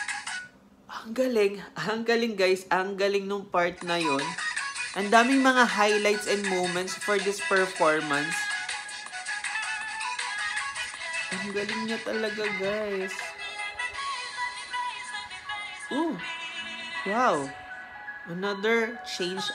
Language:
Filipino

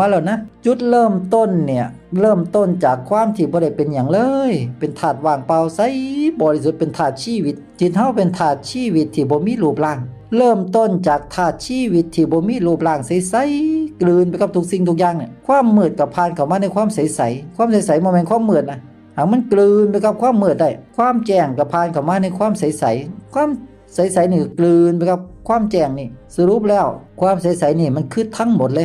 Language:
Northeastern Thai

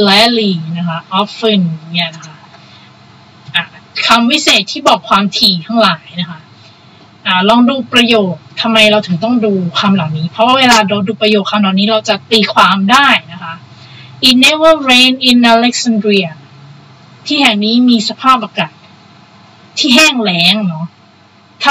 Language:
Thai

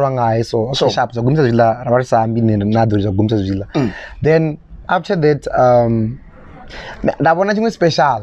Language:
Venda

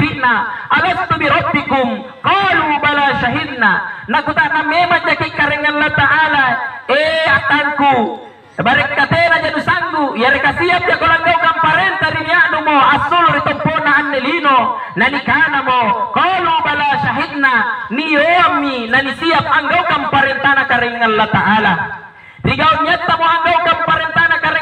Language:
Makasar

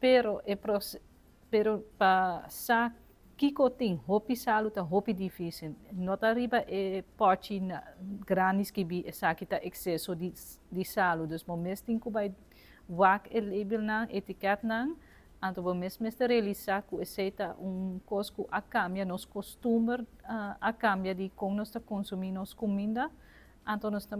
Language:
Papiamento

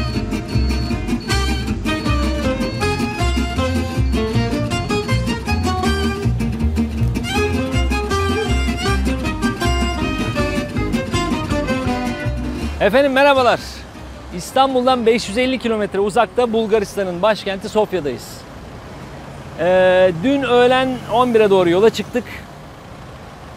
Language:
Turkish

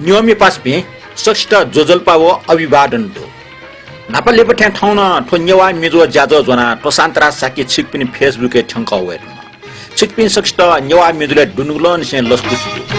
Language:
Newari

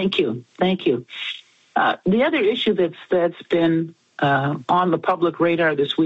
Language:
English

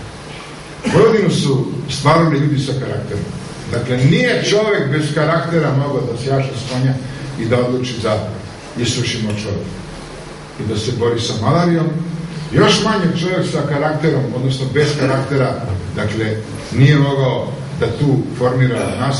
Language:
Serbian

